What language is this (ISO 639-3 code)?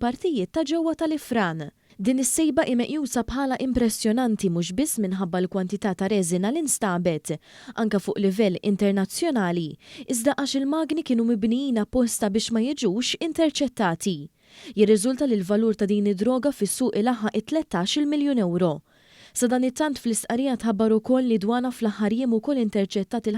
mlt